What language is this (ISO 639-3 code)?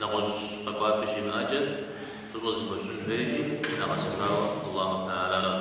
kbd